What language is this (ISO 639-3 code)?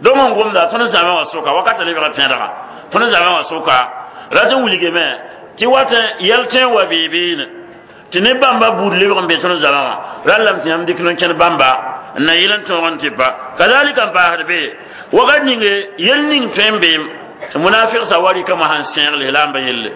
mos